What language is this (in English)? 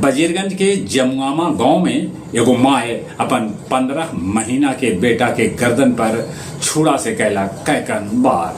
Magahi